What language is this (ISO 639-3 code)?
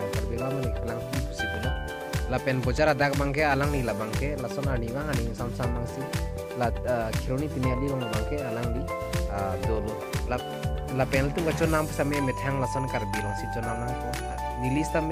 mjw